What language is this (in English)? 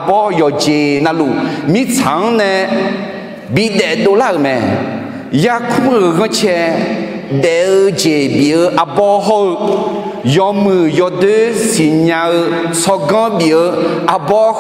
Akha